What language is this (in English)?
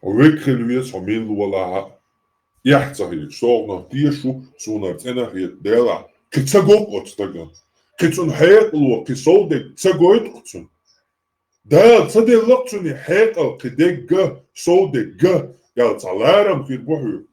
Chechen